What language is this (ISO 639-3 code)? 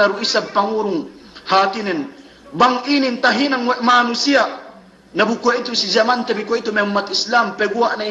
yka